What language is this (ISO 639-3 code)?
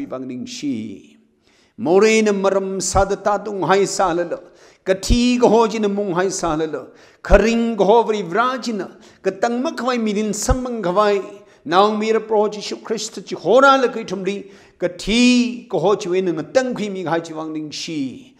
nmf